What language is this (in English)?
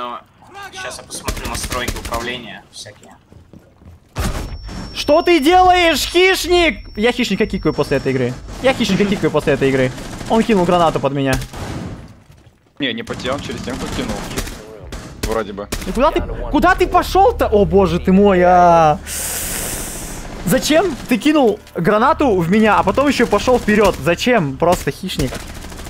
Russian